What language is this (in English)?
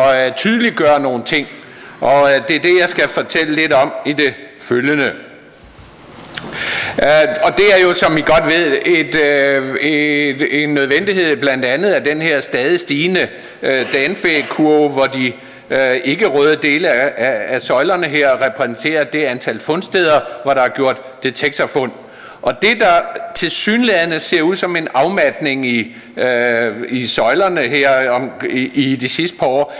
Danish